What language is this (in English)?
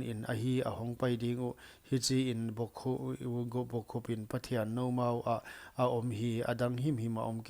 Paite Chin